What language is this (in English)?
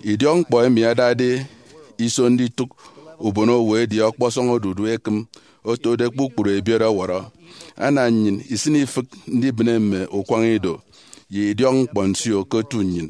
Efik